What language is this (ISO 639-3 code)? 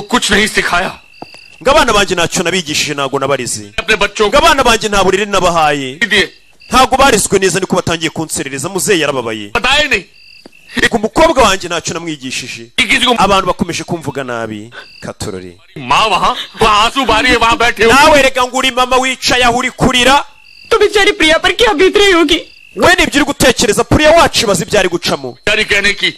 kin